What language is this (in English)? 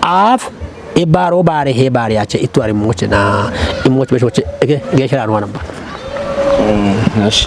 Kafa